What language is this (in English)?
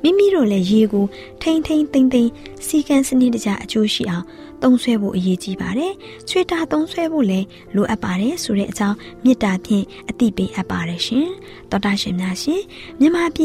Burmese